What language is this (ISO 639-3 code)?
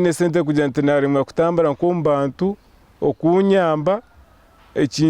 nyn